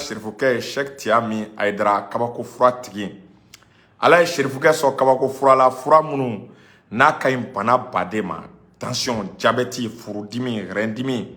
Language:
Bambara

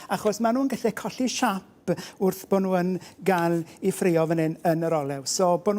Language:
Welsh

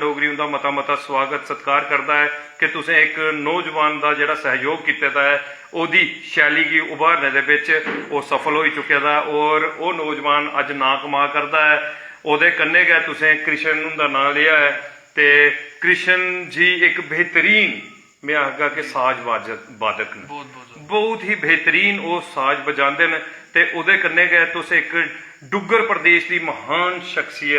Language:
Dogri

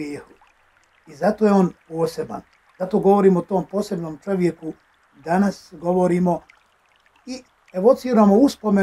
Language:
Bosnian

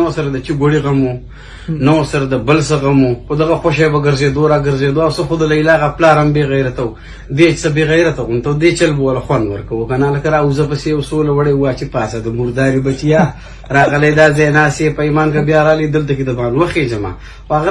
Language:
Pashto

